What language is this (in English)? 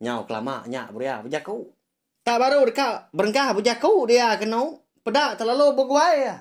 Iban